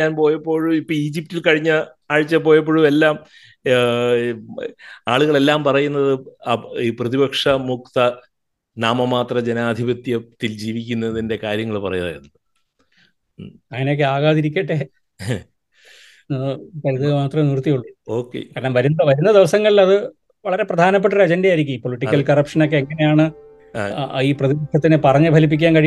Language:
Malayalam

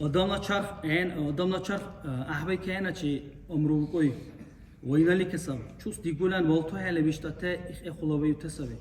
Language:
Dargwa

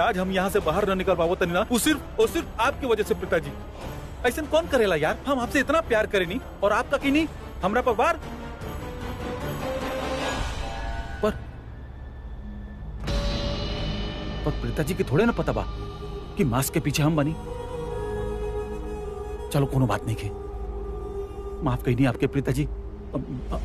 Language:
Bhojpuri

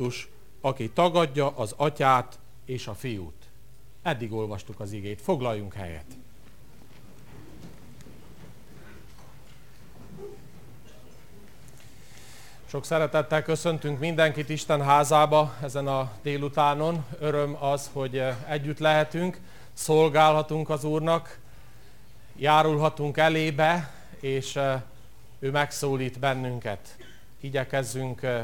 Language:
Hungarian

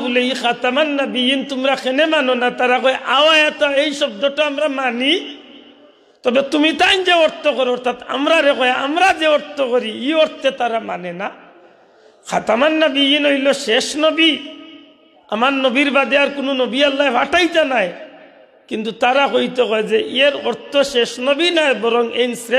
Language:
Sylheti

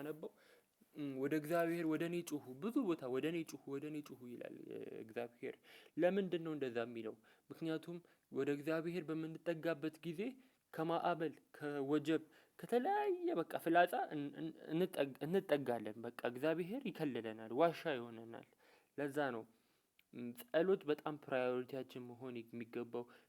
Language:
Amharic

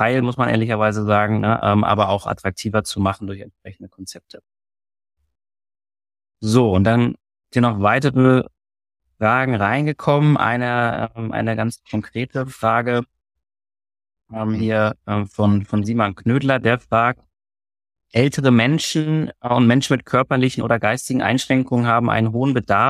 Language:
German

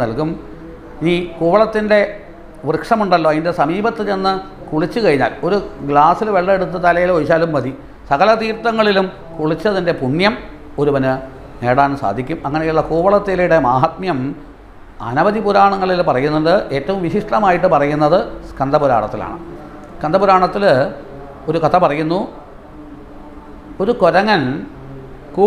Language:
Malayalam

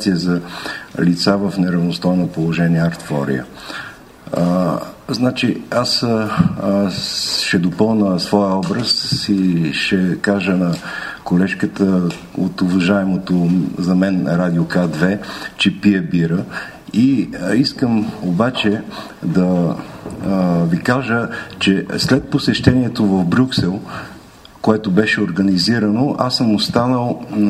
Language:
Bulgarian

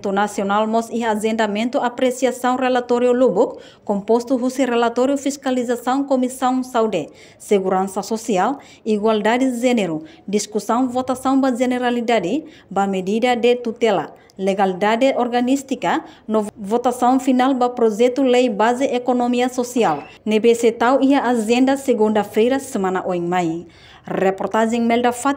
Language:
Tetum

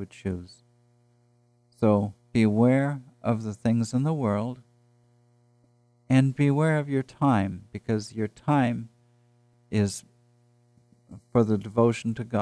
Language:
English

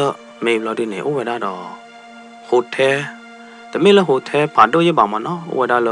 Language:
S'gaw Karen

